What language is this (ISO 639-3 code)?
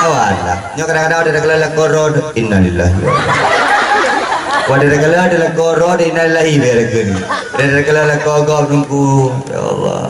ace